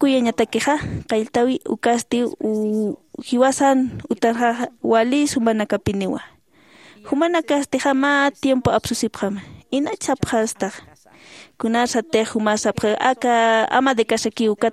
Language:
Aymara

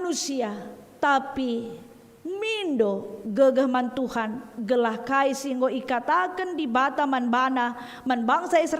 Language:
Batak Karo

